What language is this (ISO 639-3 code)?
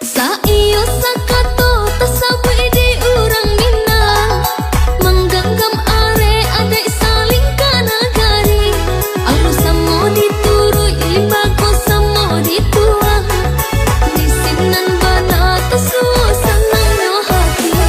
min